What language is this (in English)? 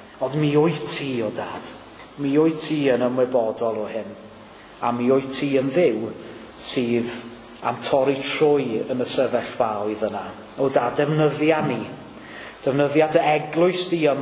Welsh